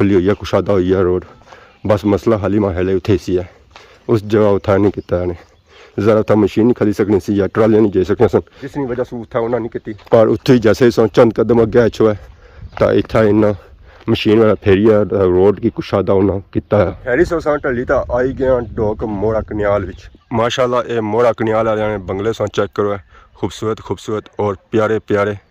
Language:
Pahari-Potwari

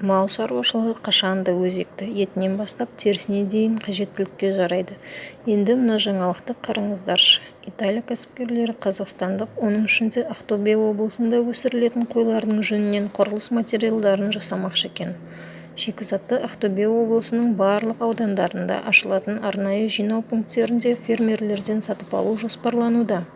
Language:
Kazakh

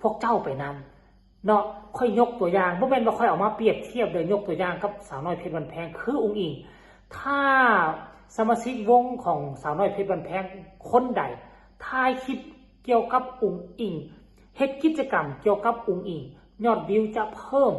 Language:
Northeastern Thai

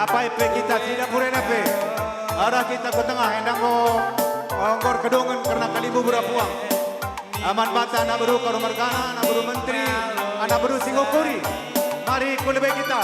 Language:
Batak Karo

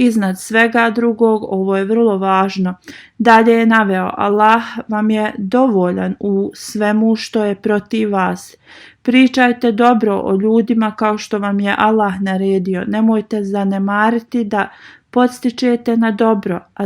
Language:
Bosnian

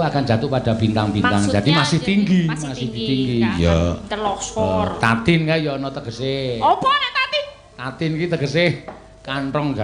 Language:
Javanese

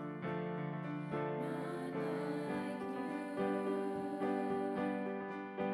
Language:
Malayalam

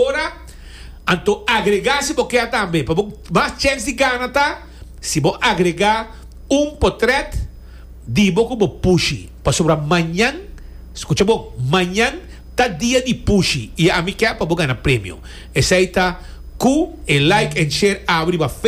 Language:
Papiamento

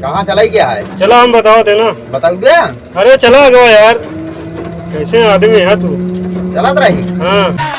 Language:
Awadhi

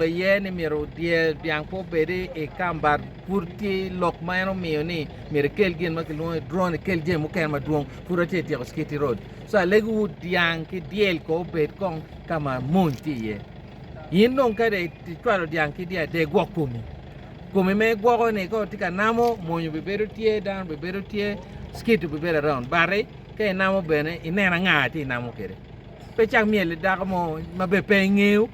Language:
Acoli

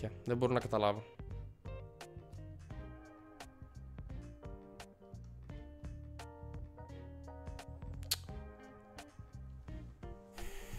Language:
Greek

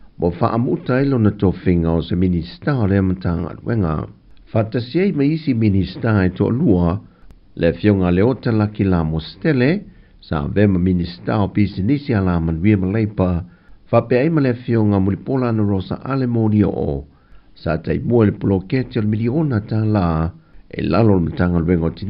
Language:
Samoan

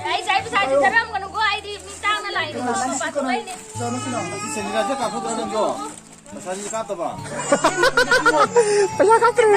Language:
Manipuri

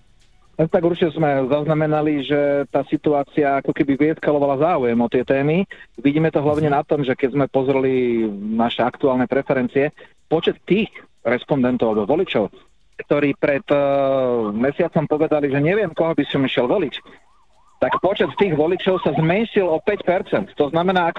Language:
Slovak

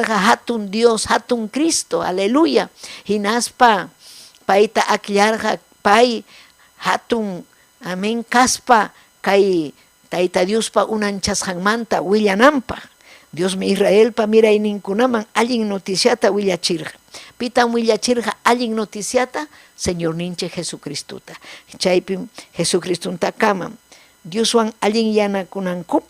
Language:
Ayacucho Quechua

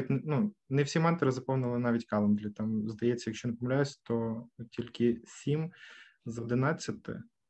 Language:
Ukrainian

